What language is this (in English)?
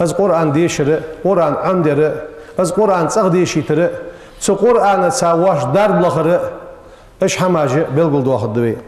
Ingush